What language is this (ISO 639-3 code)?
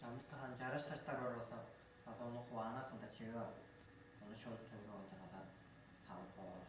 tyv